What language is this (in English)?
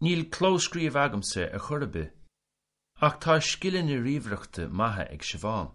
Irish